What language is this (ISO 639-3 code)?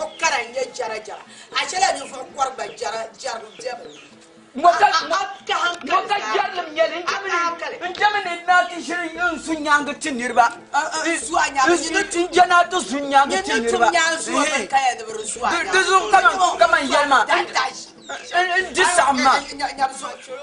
dag